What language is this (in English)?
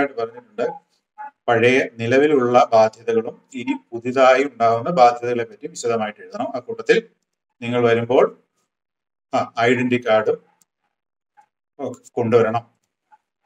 Malayalam